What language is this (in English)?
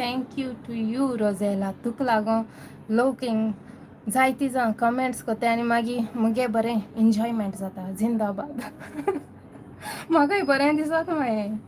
Konkani